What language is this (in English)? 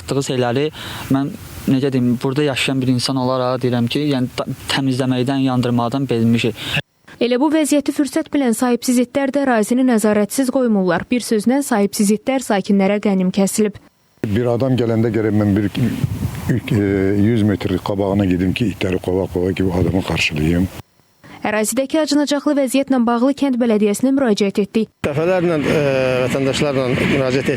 Azerbaijani